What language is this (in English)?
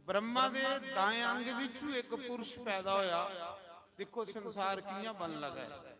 Dogri